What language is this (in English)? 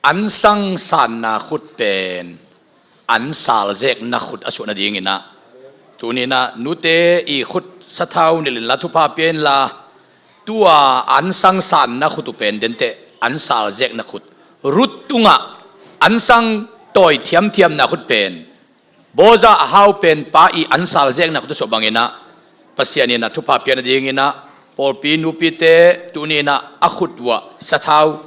Tedim Chin